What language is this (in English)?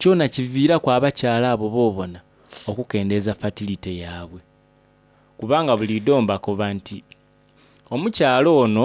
Soga